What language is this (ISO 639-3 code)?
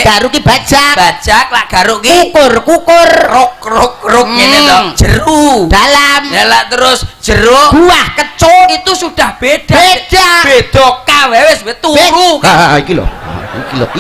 jav